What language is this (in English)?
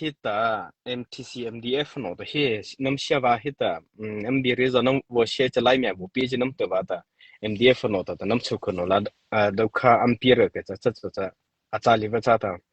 Mara Chin